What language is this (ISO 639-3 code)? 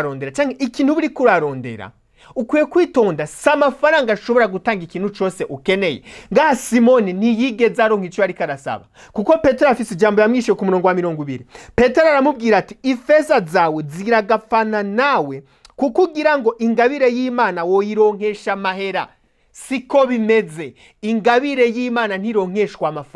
run